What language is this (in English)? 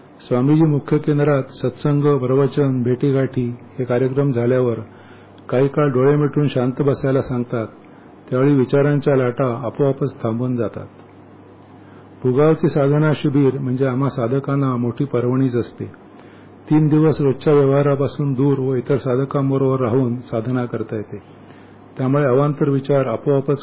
Marathi